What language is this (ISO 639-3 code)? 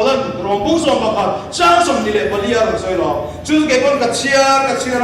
lus